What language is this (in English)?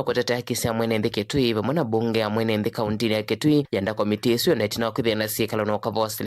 Kamba